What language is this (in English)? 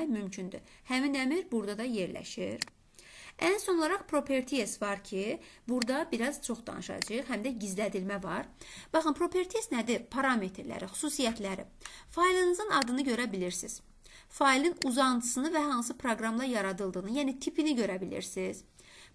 Azerbaijani